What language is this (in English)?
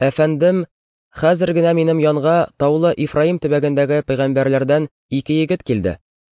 Tatar